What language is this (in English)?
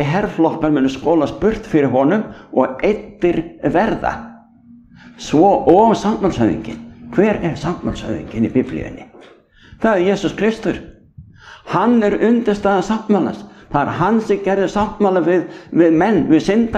Icelandic